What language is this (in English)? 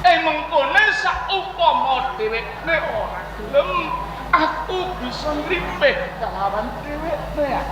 Javanese